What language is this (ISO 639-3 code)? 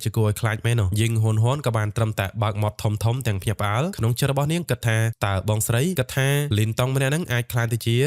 khm